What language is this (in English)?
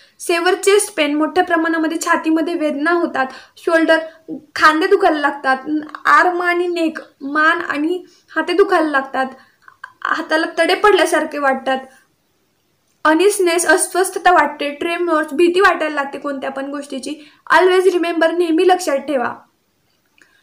Marathi